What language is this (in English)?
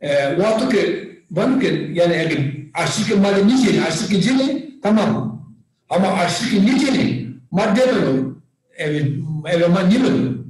Zaza